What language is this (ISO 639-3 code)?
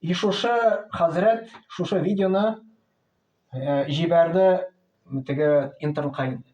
tat